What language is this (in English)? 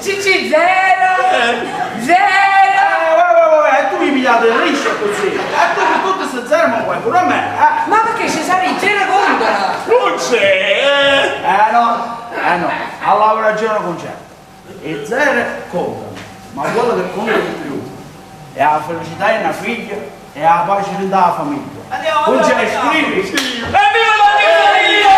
Neapolitan